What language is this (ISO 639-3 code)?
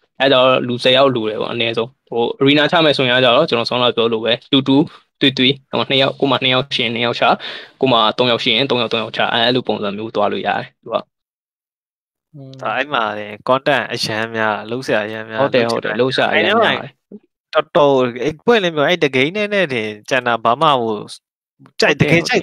mya